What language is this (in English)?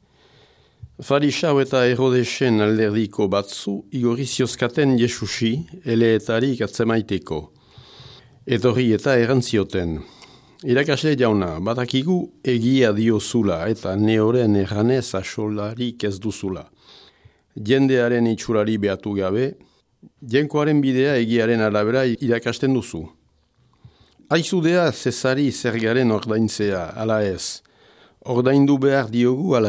Basque